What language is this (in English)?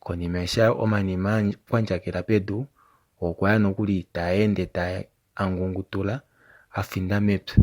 Kuanyama